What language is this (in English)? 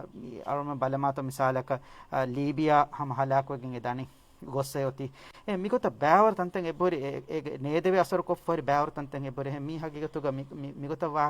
Divehi